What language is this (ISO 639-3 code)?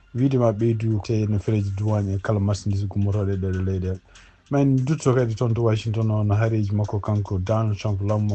ful